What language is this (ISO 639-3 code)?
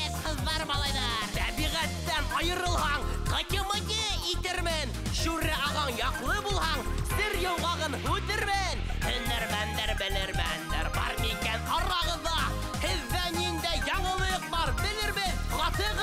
bak